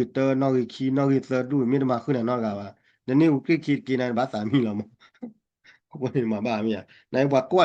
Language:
S'gaw Karen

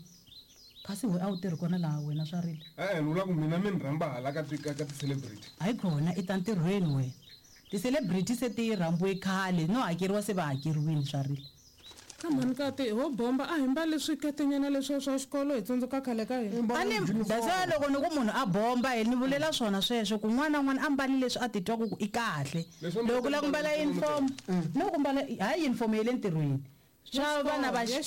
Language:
Tsonga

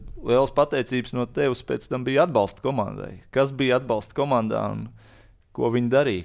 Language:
Latvian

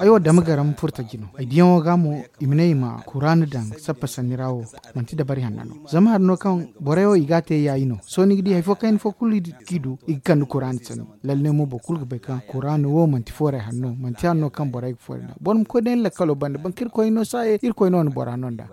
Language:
Zarma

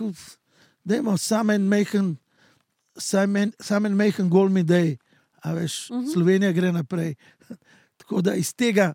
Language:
Slovenian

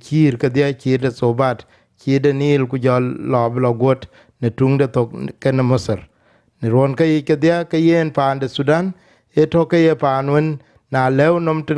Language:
Dinka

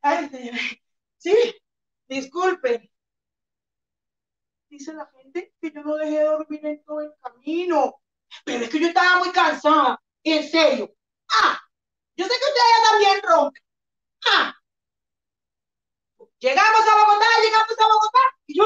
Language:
Spanish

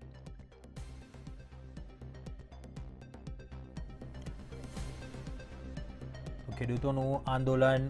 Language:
Gujarati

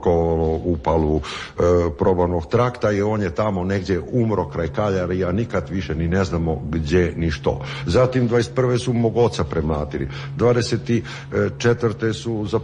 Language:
Croatian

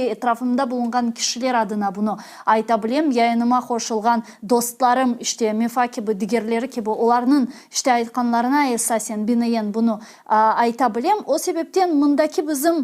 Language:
Crimean Tatar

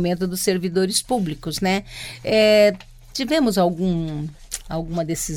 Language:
Portuguese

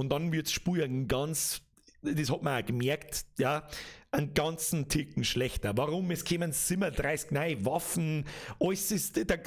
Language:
Bavarian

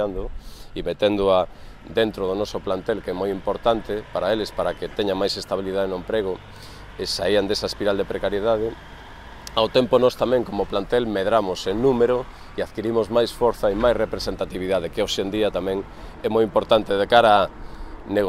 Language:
Galician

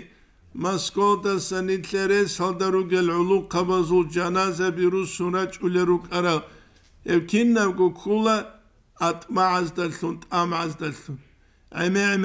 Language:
Avaric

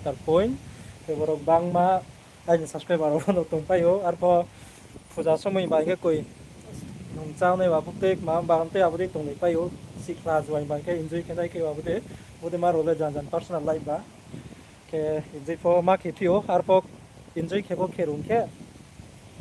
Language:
Riang (India)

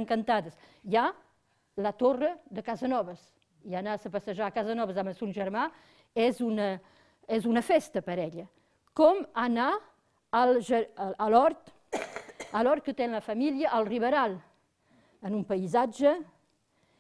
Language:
Catalan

